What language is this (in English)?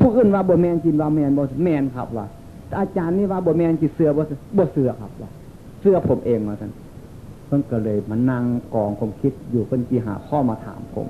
Northeastern Thai